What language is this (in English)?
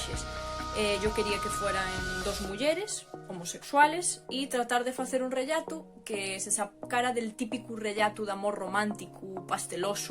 Asturian